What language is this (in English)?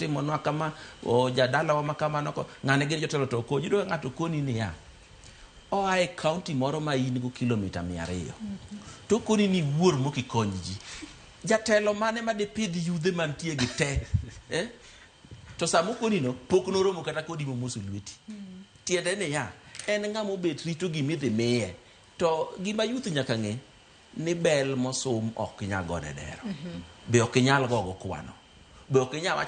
Luo (Kenya and Tanzania)